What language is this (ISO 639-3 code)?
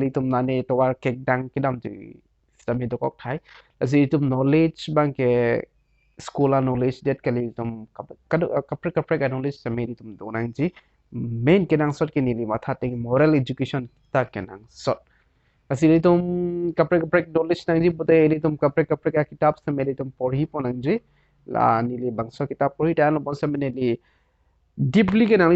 mjw